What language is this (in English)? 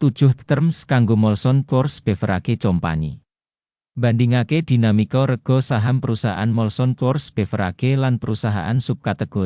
Javanese